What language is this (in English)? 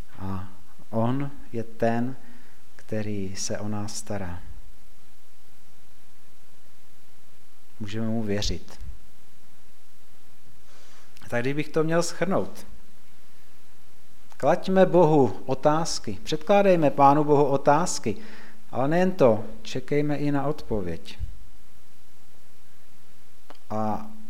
Czech